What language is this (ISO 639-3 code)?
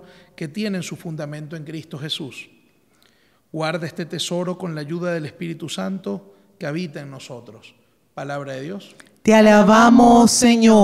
spa